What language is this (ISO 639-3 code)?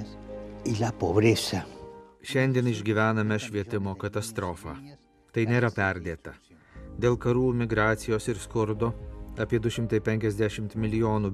lit